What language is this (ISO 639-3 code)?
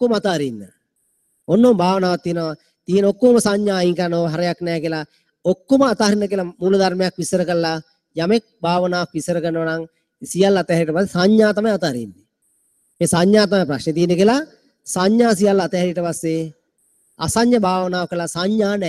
sin